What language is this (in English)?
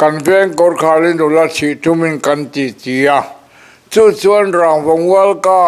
Mizo